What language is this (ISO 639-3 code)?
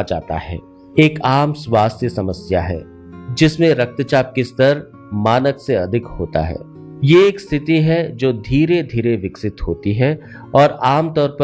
hin